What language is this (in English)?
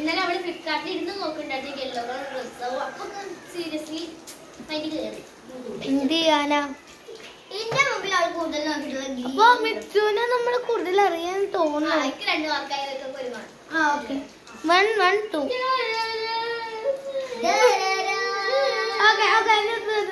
Malayalam